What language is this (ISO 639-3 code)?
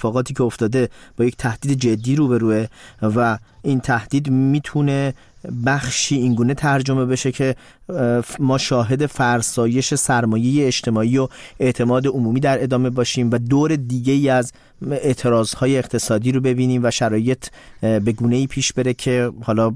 fas